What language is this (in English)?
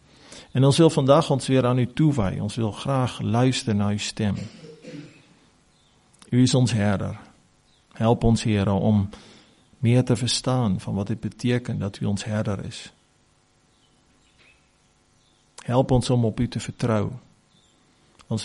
Afrikaans